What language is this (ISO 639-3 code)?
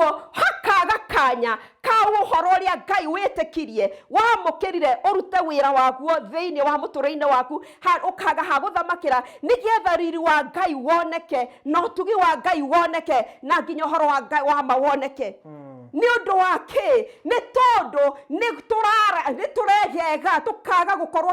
kik